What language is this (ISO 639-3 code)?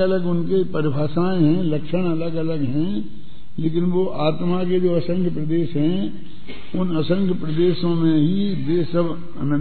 hin